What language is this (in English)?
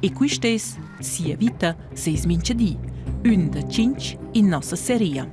Romansh